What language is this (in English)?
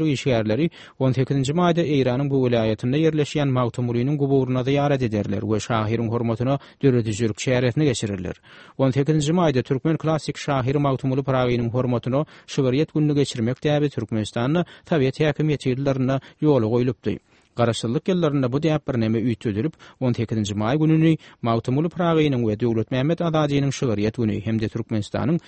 Turkmen